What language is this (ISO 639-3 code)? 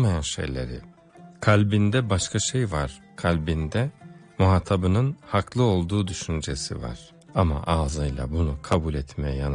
tur